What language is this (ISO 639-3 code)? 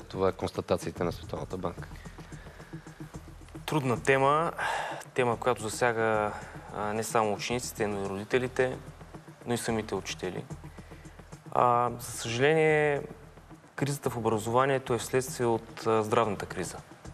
bul